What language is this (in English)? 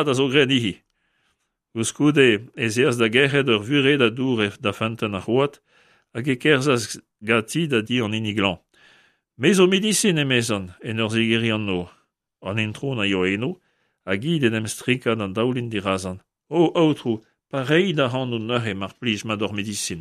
Breton